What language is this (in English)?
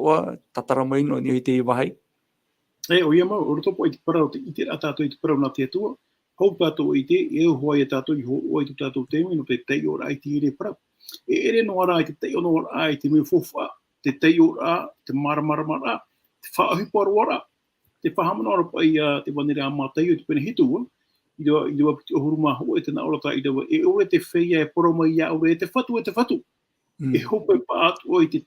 Tahitian